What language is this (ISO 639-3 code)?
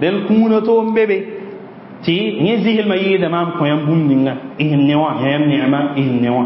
mos